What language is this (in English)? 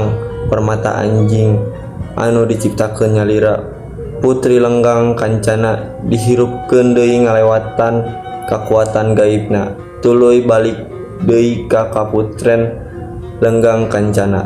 Sundanese